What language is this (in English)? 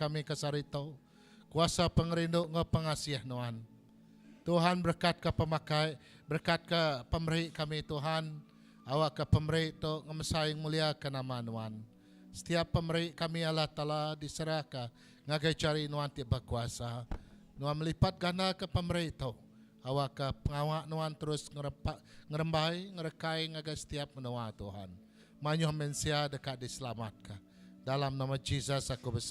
Iban